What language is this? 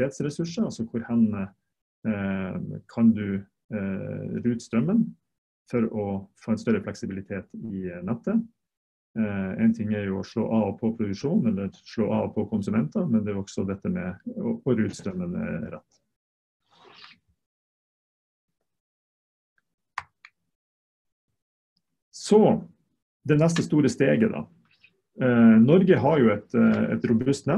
Norwegian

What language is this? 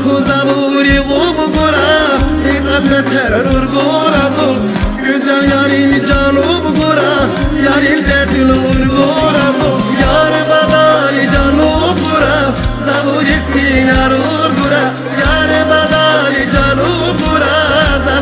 Tabassaran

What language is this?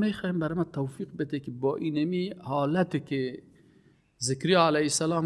Persian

